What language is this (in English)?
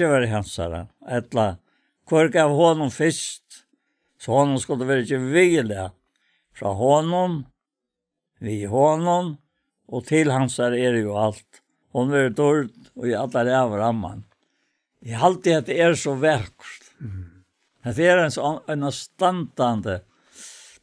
Faroese